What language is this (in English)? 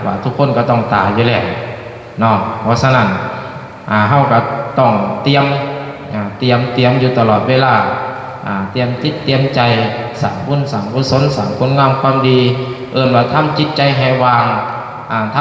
Lao